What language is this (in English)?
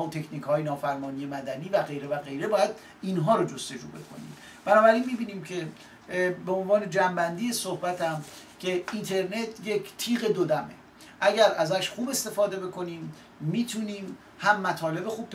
Persian